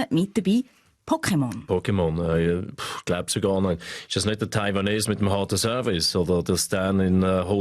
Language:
Swiss German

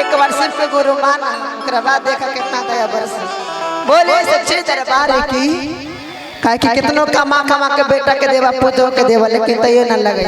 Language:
Magahi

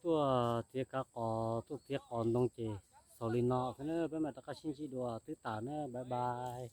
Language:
Hmong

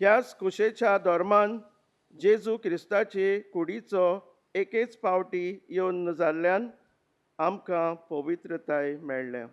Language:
Konkani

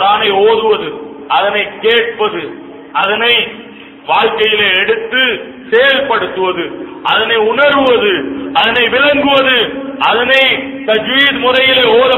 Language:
Tamil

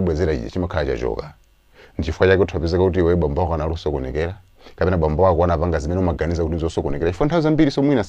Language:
Nyanja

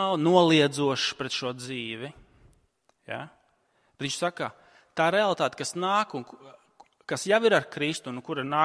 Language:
Latvian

